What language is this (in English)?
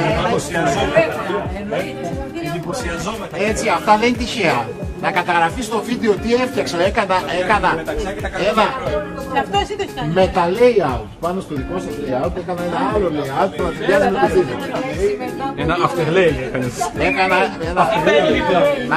Greek